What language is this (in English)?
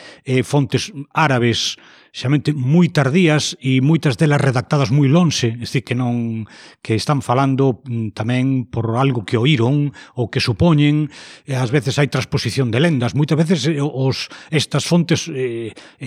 Galician